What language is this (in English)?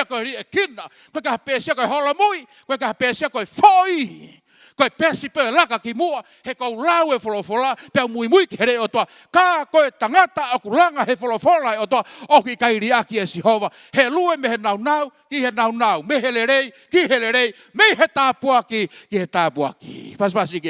Tongan